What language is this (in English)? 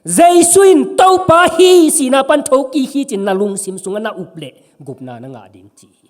Tedim Chin